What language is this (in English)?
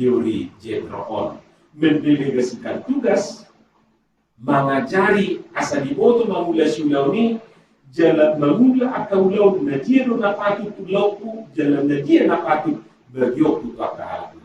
Batak Toba